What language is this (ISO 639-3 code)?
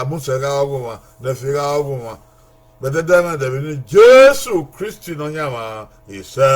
bin